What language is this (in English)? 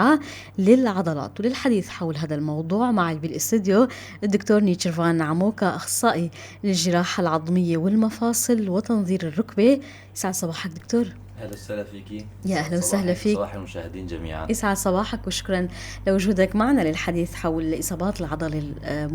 North Levantine Arabic